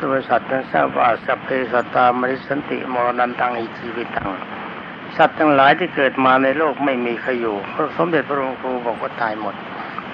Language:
Thai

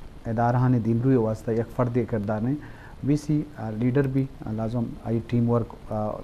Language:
Eastern Balochi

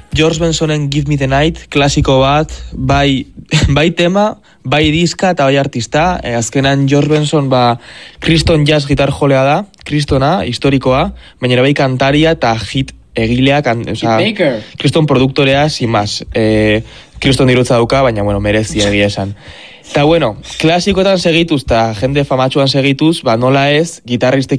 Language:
Basque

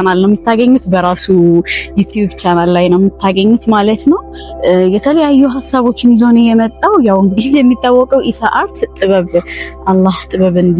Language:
Amharic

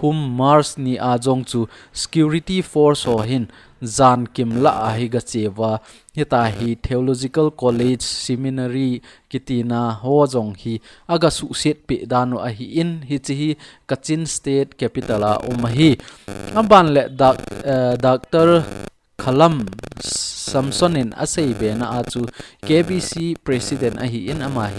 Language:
Thado Chin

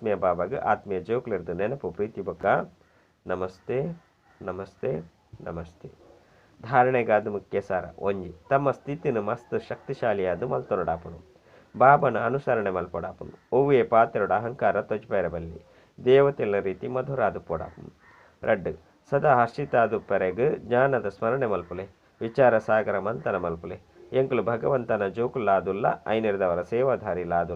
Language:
Tulu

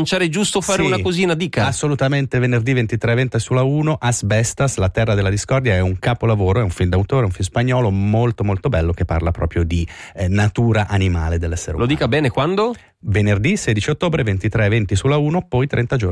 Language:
Italian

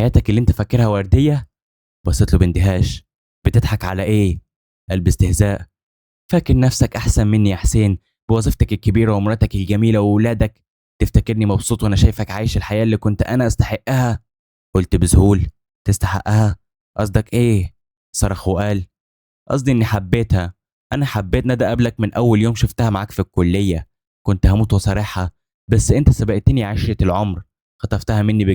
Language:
Egyptian Arabic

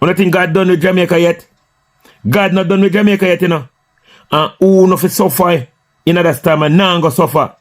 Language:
Jamaican Creole English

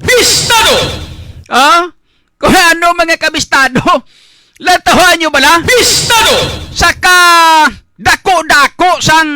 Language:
Hiligaynon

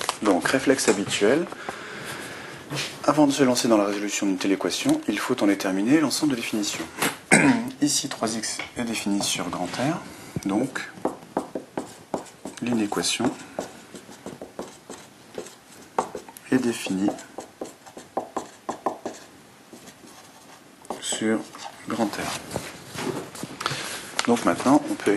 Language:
French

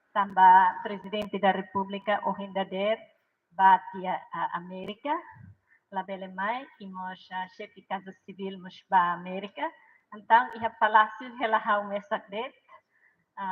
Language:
Tetum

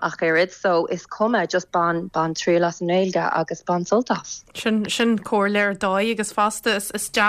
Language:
Irish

